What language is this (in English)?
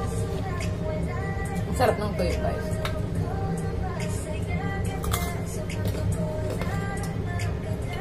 Filipino